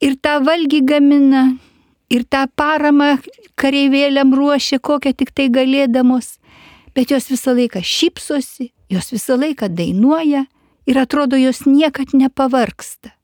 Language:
Lithuanian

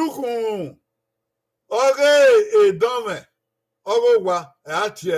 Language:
Bini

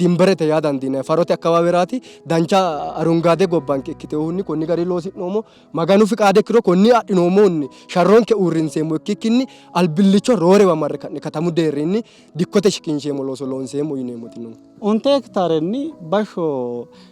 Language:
Sidamo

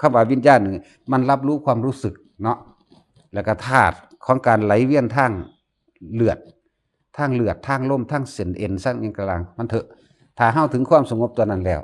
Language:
Northeastern Thai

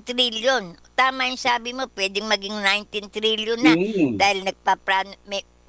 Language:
Filipino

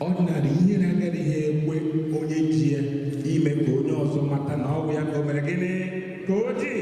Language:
Igbo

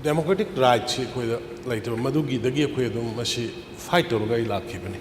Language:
Manipuri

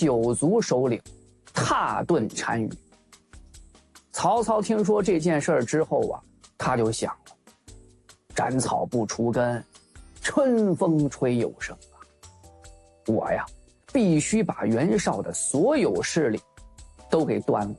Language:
Chinese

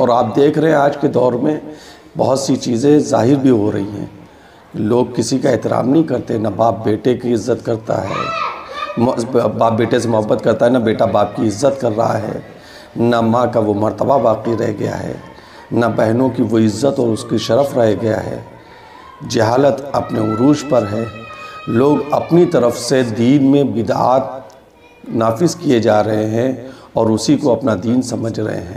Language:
Urdu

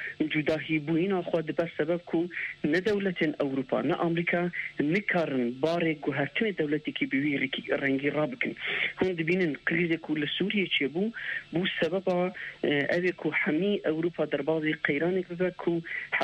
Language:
Kurdish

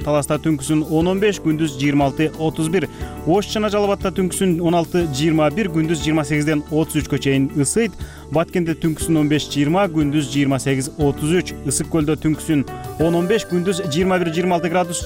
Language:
Kyrgyz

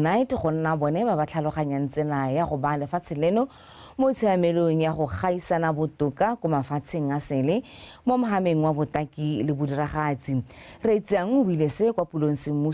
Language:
Tswana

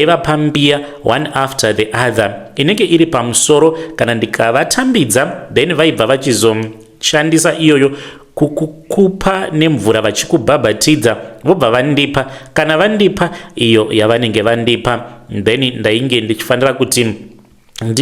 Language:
Shona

